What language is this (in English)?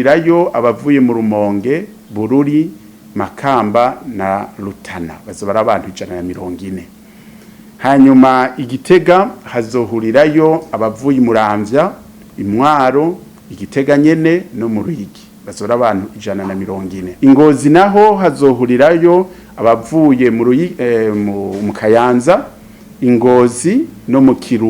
Rundi